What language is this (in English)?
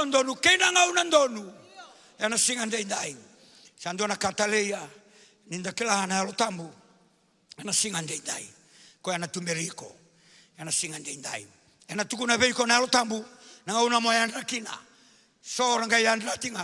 Fijian